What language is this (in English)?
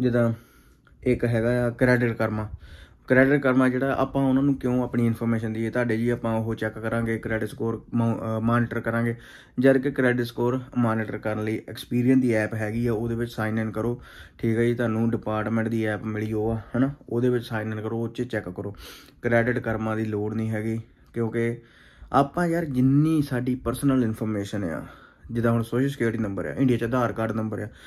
Punjabi